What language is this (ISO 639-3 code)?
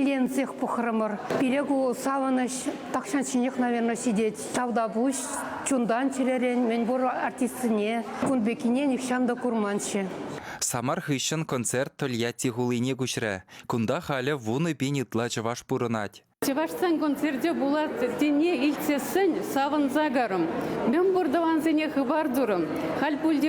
chv